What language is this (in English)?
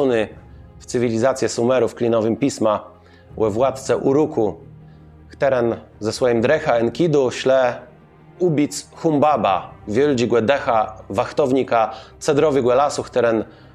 Kashubian